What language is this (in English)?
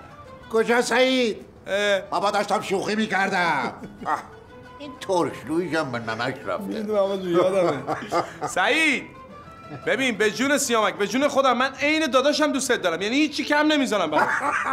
Persian